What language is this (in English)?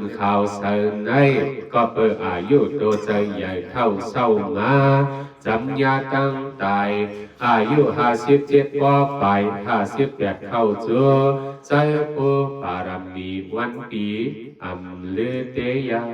Shan